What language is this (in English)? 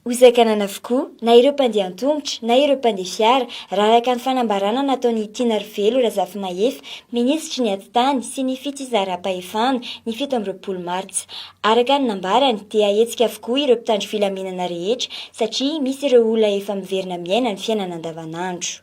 Malagasy